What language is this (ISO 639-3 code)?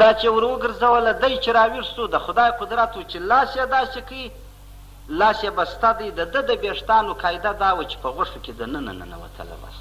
pus